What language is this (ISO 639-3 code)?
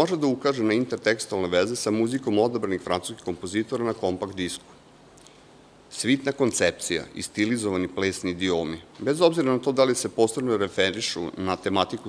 srp